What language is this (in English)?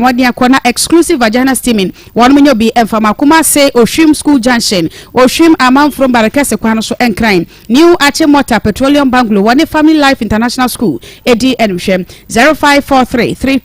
Akan